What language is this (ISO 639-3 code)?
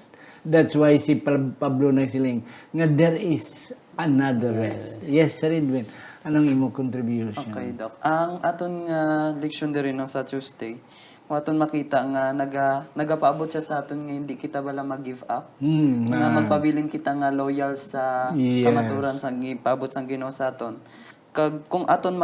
hil